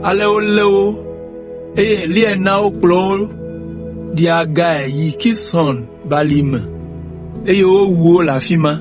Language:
Ewe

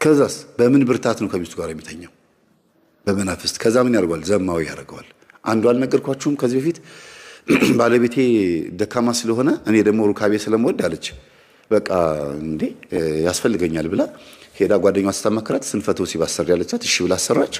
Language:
Amharic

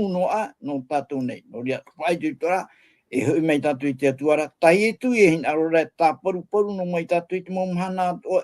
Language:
Tahitian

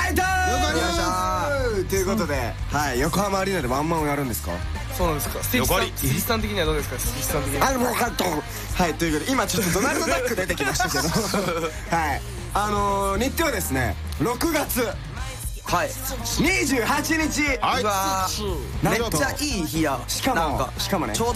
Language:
Japanese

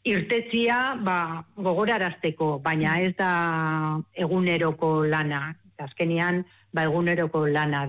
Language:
Basque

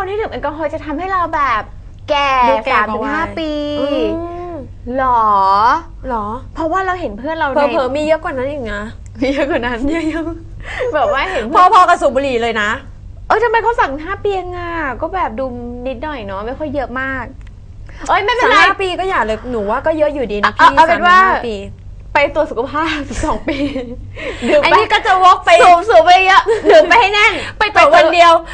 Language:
Thai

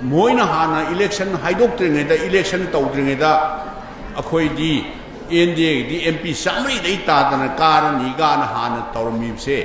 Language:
Manipuri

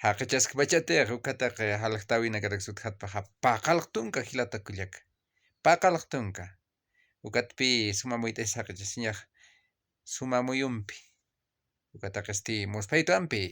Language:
Aymara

